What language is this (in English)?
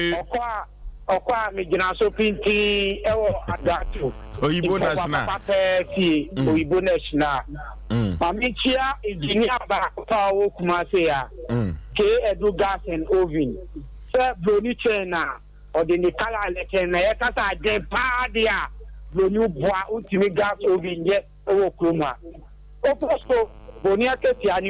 Akan